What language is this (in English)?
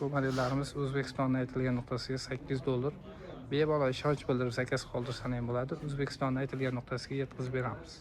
Uzbek